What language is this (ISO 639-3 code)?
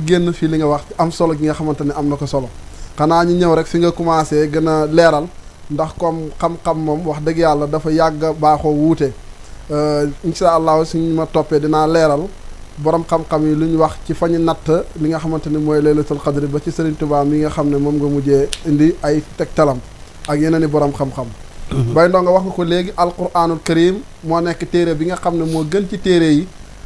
wol